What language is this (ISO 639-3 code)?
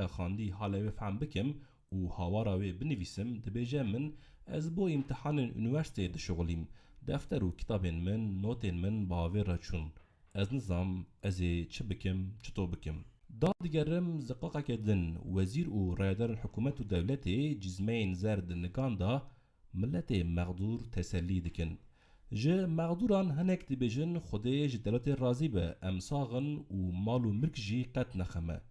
kur